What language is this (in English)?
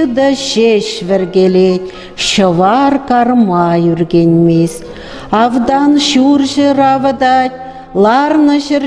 Chuvash